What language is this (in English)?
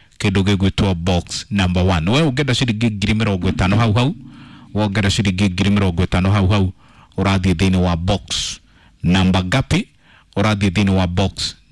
Kikuyu